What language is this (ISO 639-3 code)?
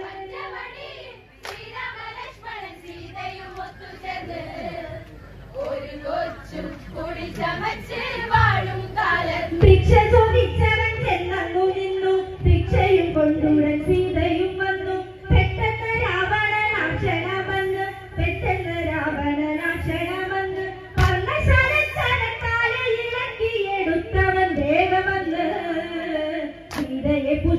mal